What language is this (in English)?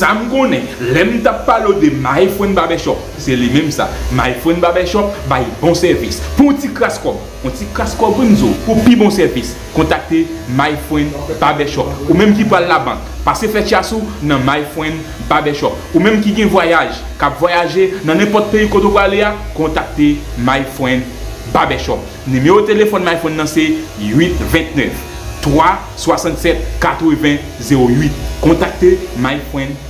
Haitian Creole